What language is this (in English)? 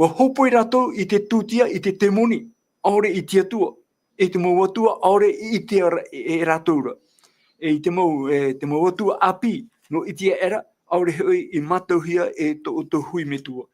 Tahitian